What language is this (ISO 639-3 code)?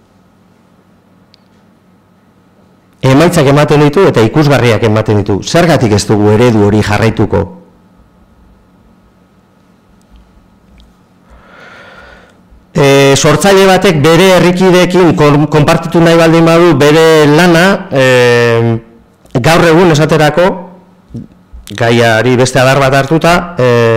eus